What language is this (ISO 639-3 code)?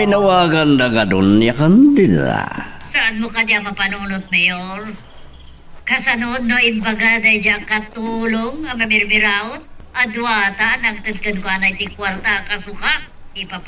ilo